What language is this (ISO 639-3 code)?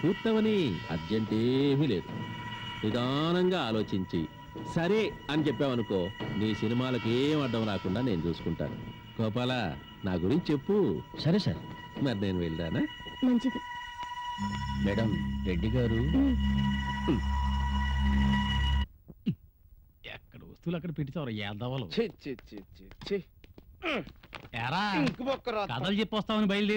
tel